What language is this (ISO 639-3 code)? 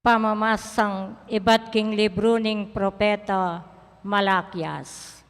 pam